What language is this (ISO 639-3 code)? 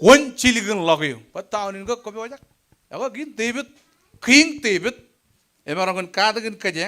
mah